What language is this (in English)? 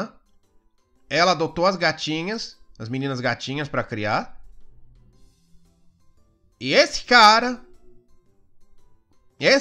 Portuguese